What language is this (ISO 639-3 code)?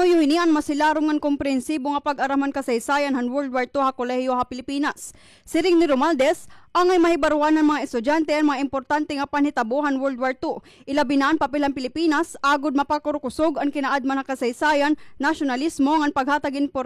war